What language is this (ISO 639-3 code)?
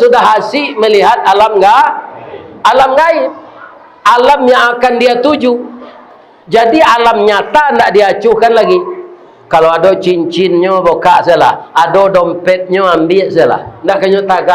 min